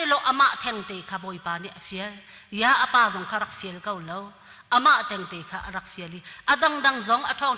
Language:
Hakha Chin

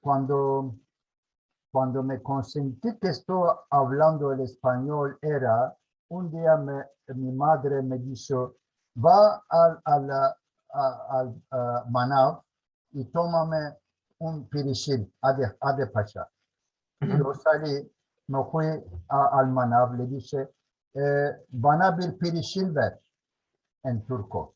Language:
Ladino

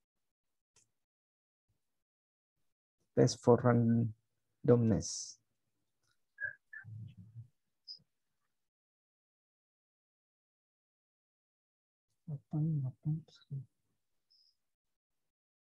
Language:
Indonesian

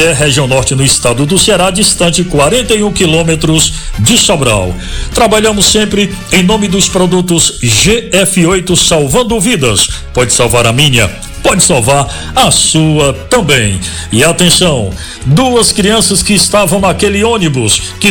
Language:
Portuguese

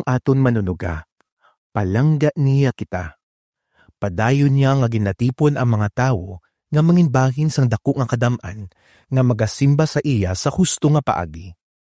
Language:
Hiligaynon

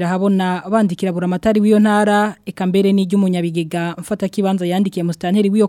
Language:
Rundi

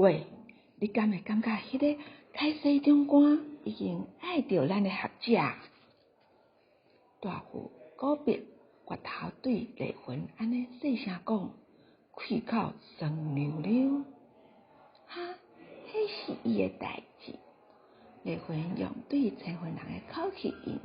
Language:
Min Nan Chinese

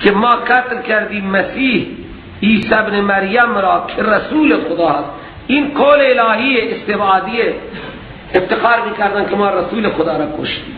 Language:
Persian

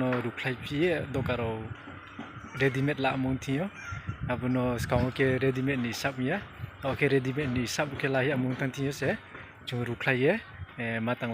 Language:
Riang (India)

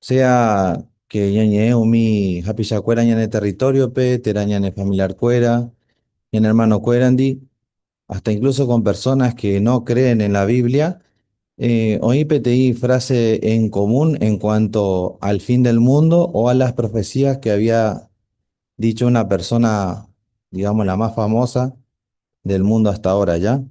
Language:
Guarani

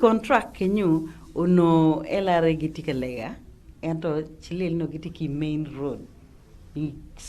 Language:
Acoli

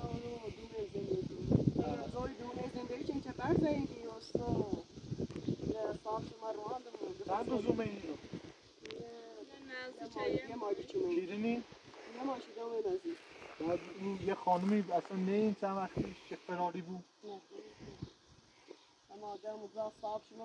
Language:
Persian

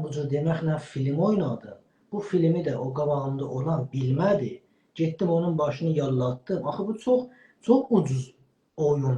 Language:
South Azerbaijani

